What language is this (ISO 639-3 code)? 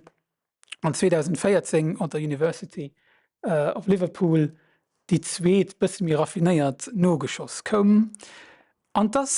ltz